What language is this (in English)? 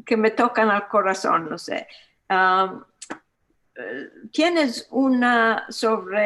Ladino